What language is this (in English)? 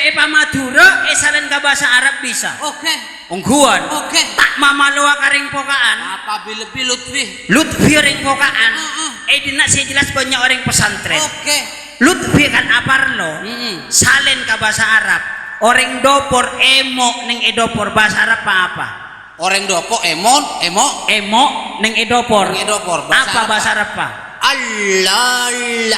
Madurese